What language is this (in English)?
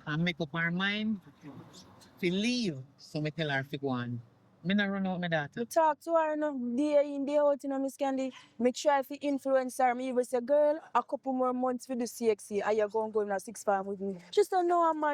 Jamaican Creole English